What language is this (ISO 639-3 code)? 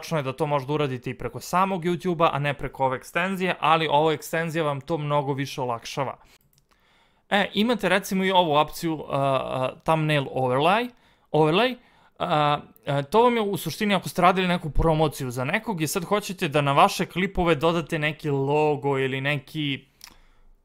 srp